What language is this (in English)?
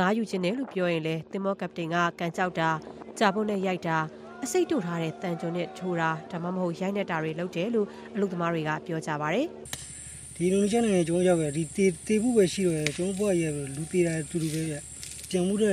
Burmese